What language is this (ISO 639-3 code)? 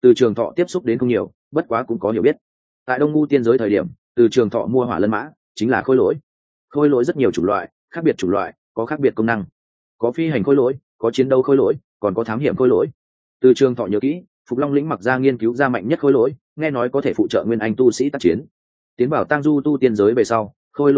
vie